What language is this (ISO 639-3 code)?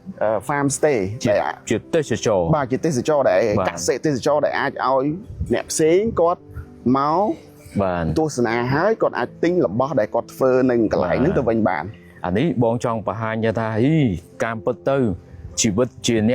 khm